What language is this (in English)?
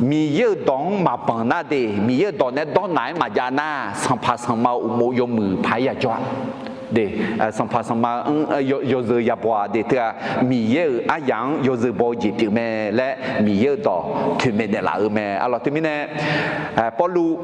Akha